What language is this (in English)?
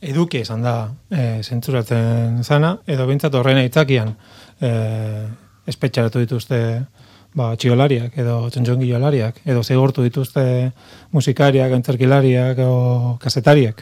Basque